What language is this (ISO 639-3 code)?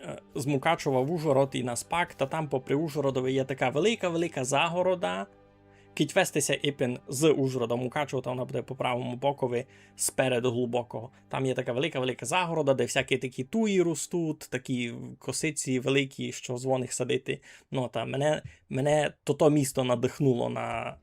rue